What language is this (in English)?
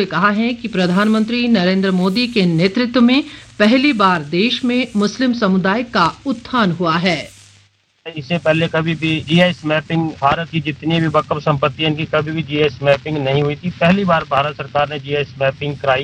Hindi